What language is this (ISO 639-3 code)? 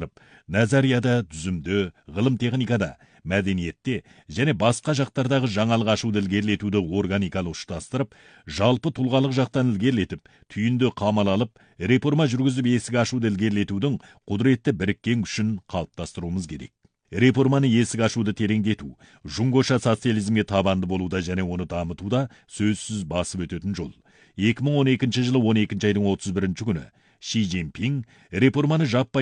kaz